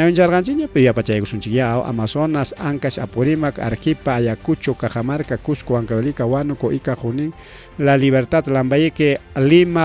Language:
Ayacucho Quechua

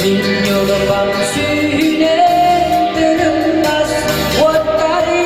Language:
Yakut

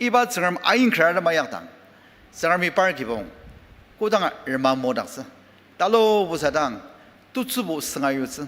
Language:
Ao Naga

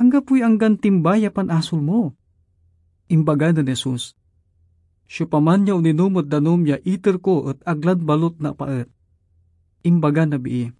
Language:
Pangasinan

